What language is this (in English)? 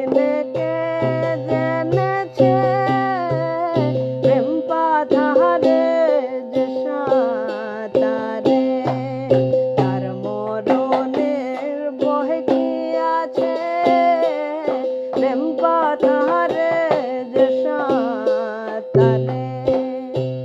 Bangla